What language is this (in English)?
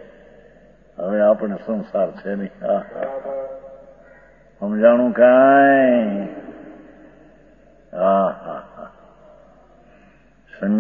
Gujarati